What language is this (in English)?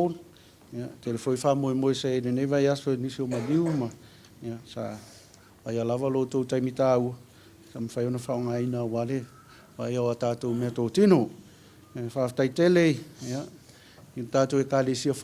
Samoan